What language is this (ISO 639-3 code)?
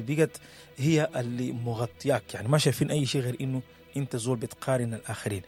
apd